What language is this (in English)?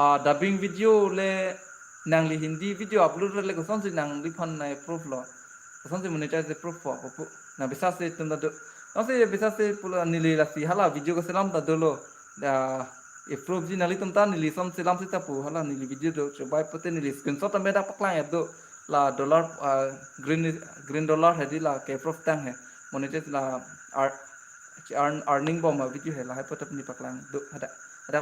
Karbi